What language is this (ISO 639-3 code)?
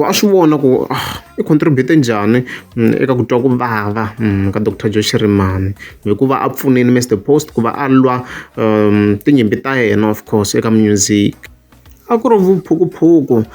tso